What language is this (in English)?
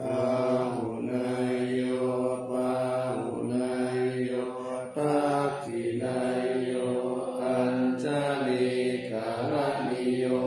Pali